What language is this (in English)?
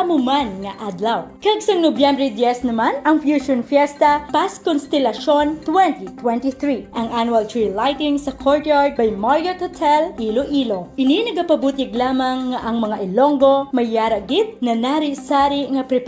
Hiligaynon